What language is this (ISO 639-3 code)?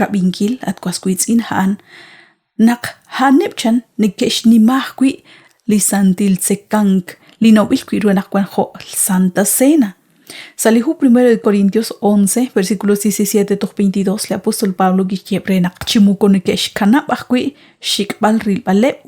kek